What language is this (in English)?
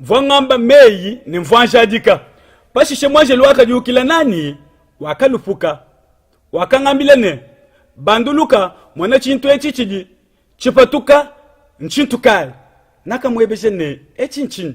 Luba-Lulua